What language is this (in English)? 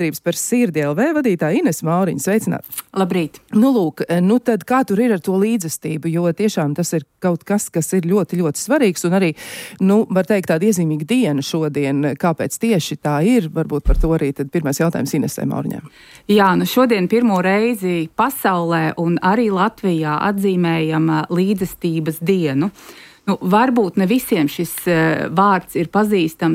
Latvian